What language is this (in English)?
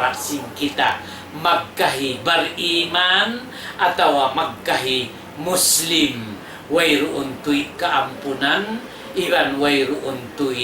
Tausug